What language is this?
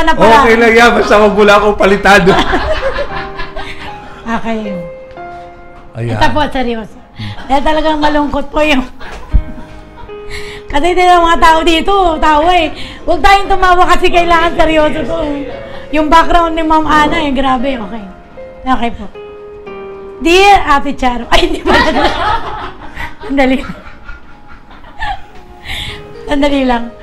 Filipino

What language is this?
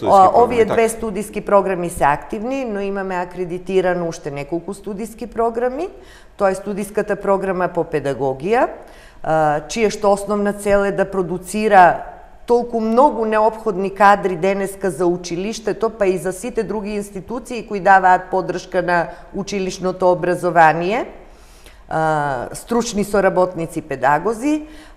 Macedonian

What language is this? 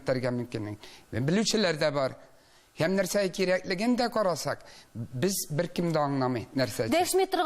Tatar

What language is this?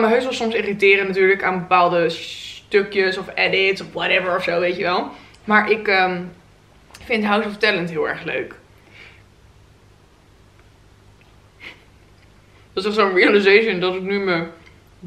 Dutch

